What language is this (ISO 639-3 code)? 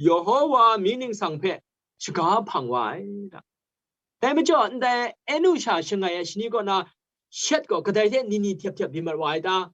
kac